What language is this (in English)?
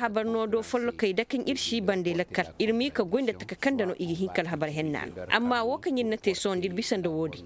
Koyraboro Senni